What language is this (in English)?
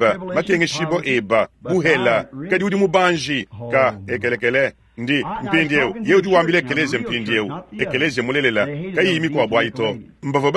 Luba-Lulua